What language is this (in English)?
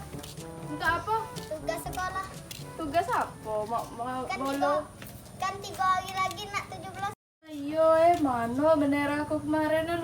Musi